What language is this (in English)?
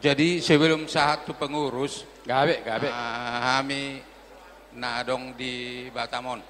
Batak Toba